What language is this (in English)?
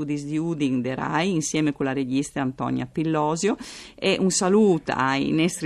Friulian